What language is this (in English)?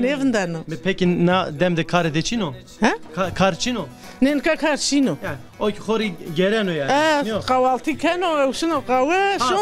Zaza